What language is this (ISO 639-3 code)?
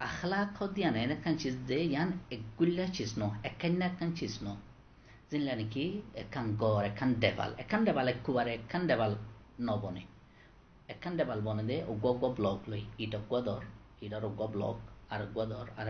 rhg